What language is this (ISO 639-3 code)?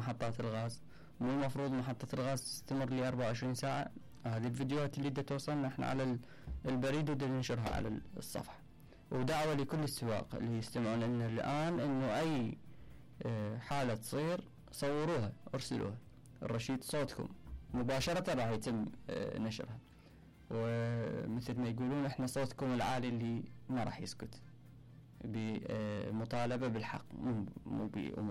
acm